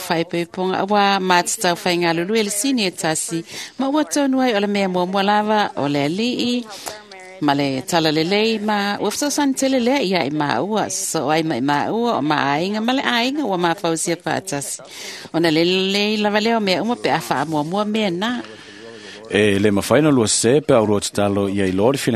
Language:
Samoan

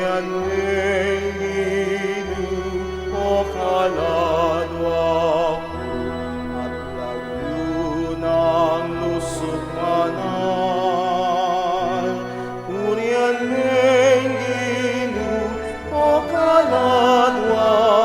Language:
Pampanga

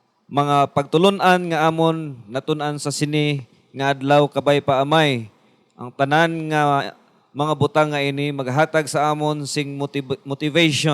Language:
Hiligaynon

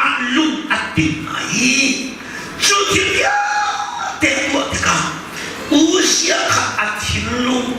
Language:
Hakha Chin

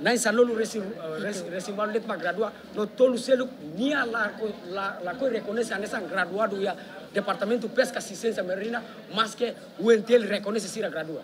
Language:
Tetum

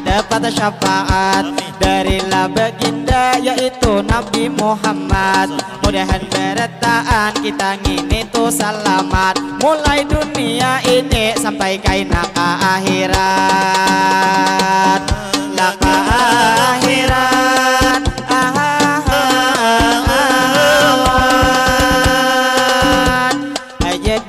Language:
Banjar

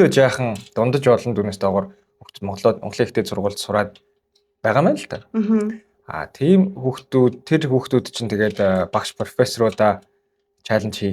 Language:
Mongolian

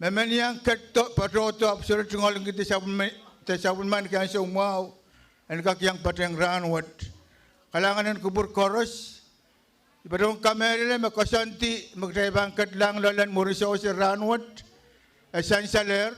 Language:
Pohnpeian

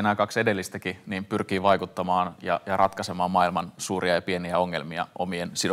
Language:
Finnish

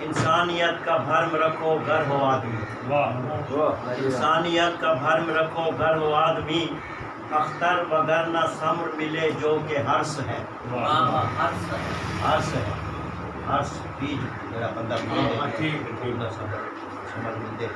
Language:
Saraiki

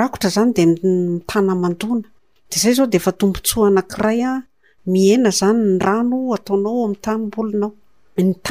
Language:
Malagasy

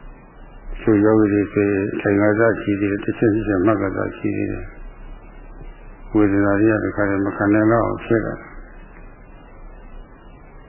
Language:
Burmese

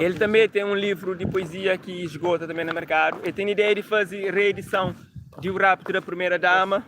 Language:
Kabuverdianu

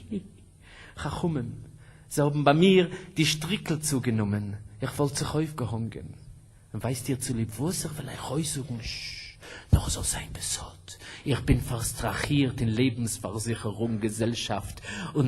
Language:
Yiddish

